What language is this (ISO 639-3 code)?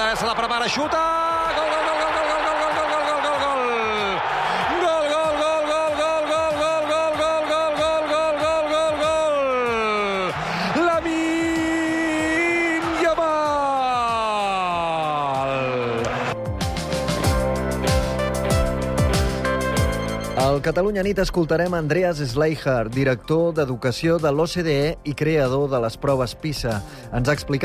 cat